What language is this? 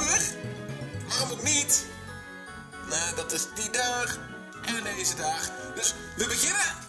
Dutch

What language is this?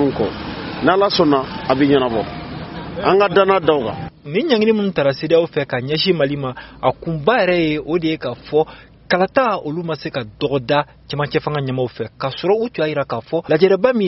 Bambara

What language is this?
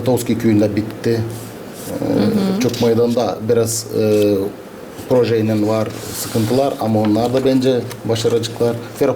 Gagauz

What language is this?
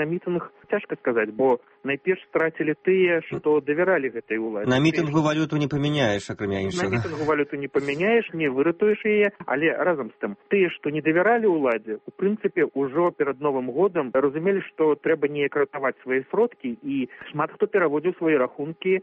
Belarusian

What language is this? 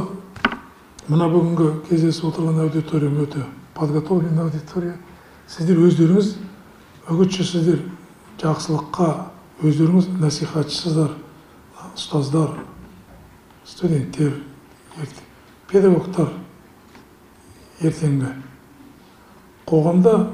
Kazakh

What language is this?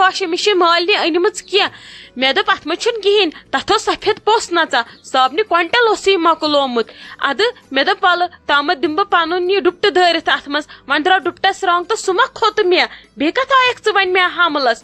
Kashmiri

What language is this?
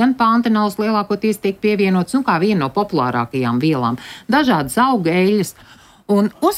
Latvian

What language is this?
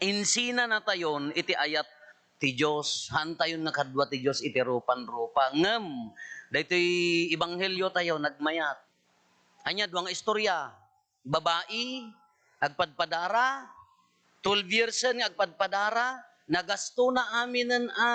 Iloko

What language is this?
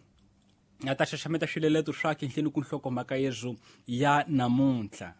Tsonga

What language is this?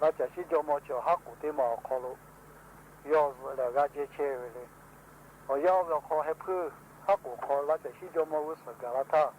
Lahu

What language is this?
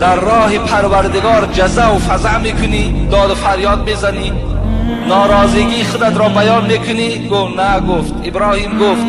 Tajik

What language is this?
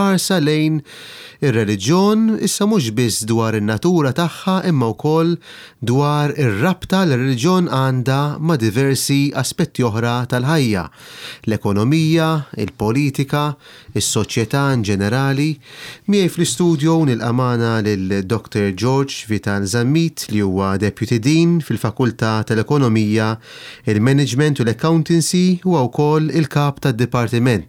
Maltese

